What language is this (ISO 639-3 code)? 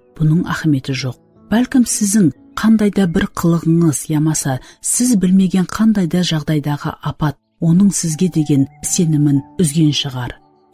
kaa